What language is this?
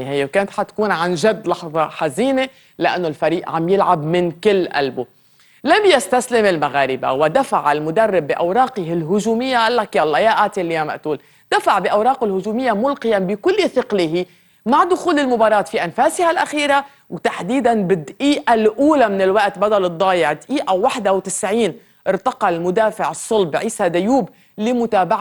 North Levantine Arabic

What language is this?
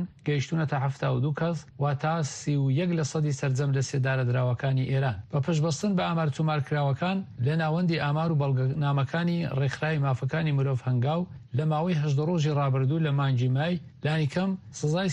Central Kurdish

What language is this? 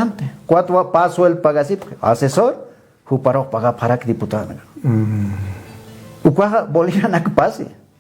Aymara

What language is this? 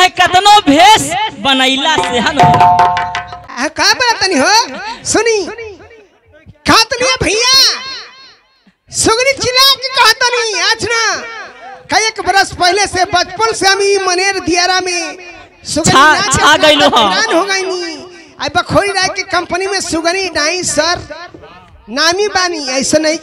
Bhojpuri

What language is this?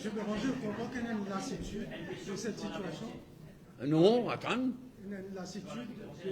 Morisyen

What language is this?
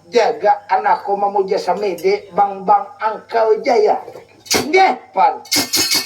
Banjar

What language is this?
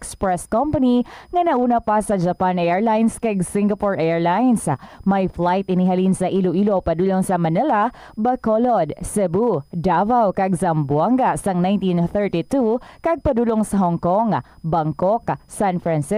Hiligaynon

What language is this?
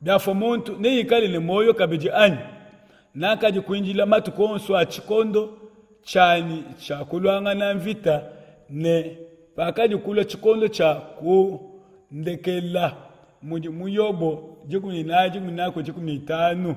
Luba-Lulua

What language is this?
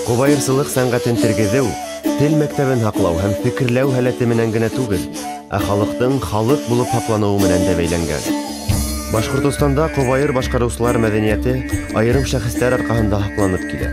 Bashkir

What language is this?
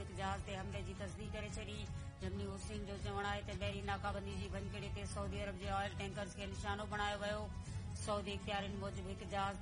Sindhi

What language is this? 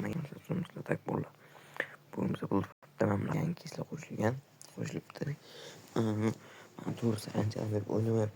Uzbek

